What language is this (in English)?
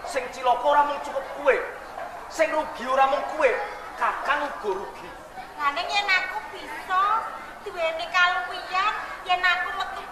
Javanese